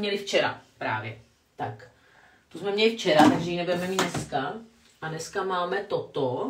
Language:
Czech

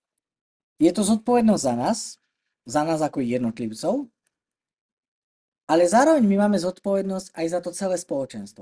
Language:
Slovak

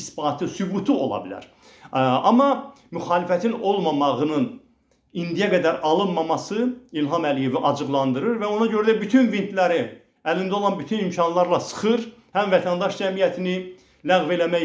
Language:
Azerbaijani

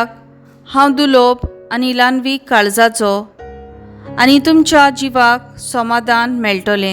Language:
Konkani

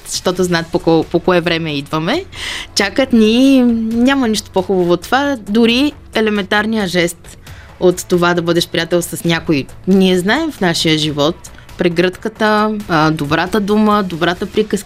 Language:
Bulgarian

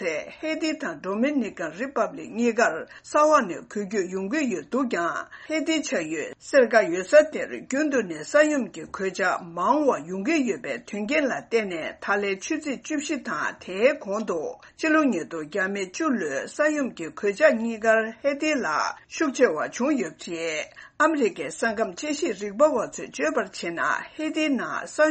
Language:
Tibetan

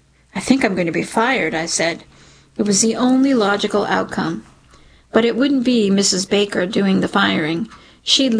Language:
English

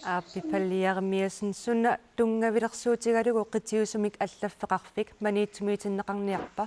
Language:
Kalaallisut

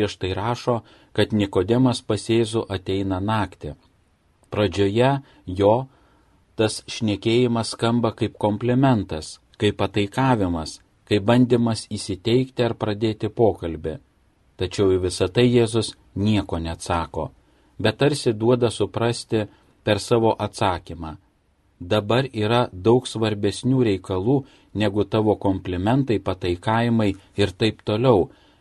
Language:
Lithuanian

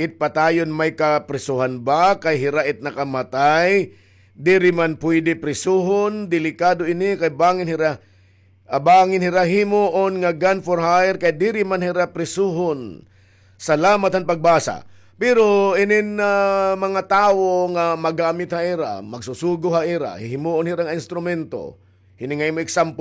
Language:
Waray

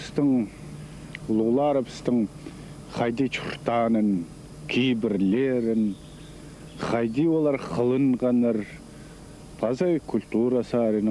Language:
Khakas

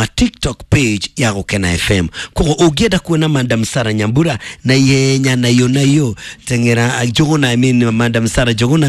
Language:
Kikuyu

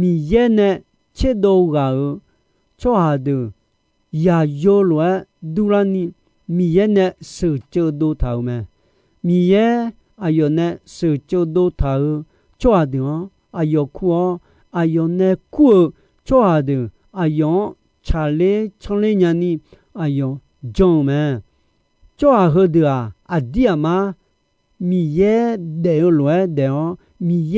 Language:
Akha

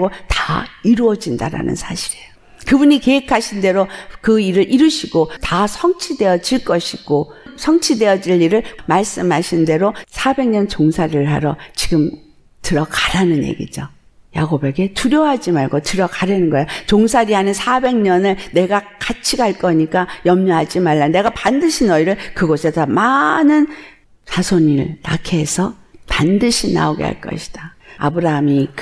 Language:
Korean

